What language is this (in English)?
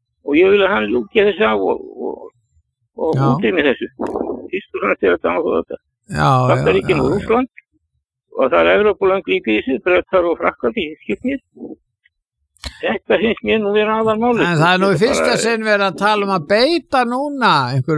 Icelandic